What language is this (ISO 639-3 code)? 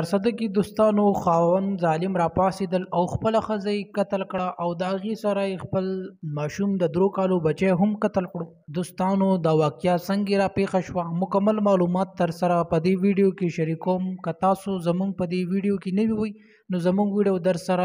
pus